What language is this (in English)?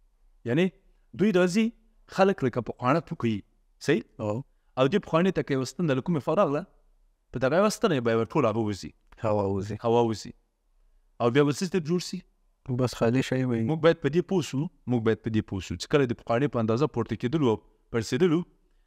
Pashto